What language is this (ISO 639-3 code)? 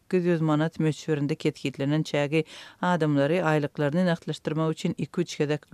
tuk